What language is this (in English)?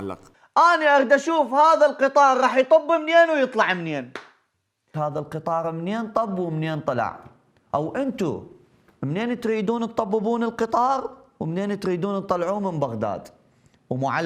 Mesopotamian Arabic